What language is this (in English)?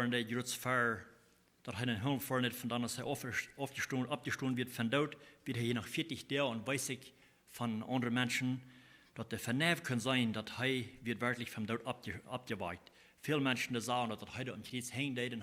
Plautdietsch